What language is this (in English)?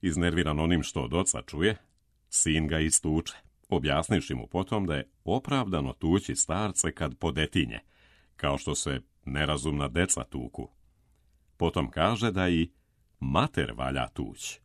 Serbian